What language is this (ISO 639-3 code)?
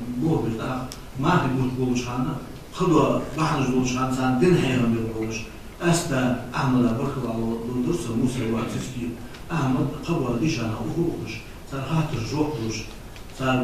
inh